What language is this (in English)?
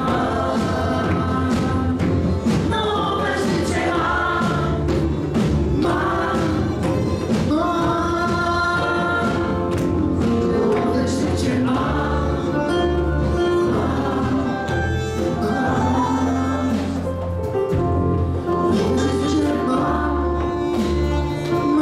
Polish